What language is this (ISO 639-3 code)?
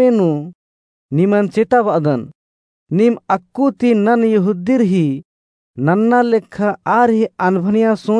kru